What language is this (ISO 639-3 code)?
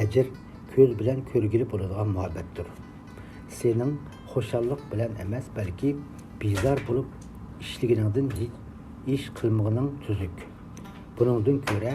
uig